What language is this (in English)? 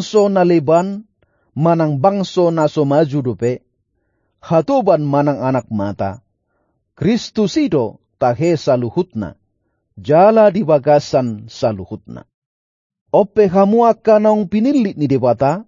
Batak Toba